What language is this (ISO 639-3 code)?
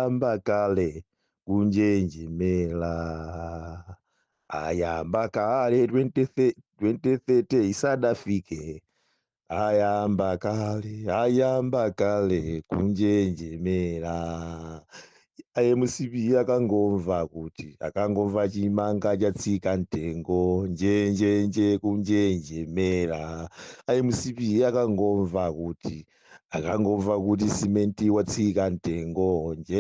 nya